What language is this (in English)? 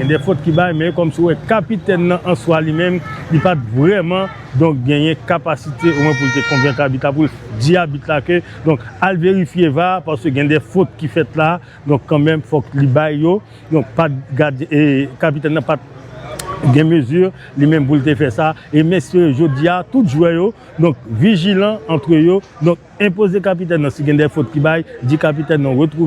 Haitian Creole